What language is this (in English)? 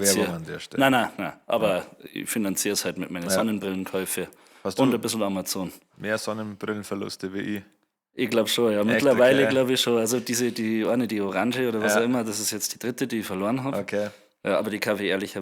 Bavarian